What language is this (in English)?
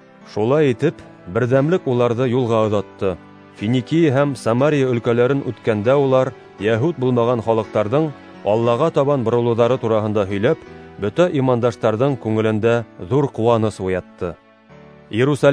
Bashkir